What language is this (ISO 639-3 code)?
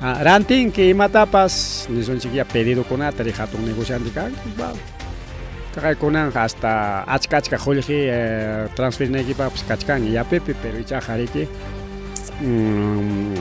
quy